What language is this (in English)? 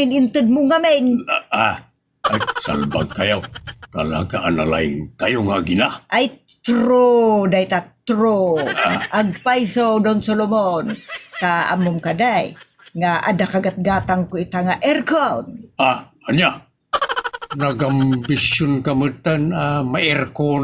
Iloko